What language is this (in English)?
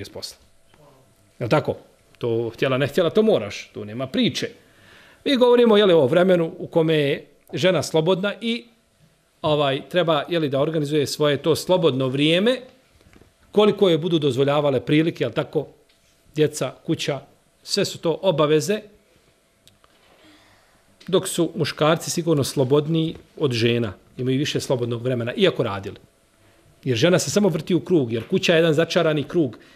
Bosnian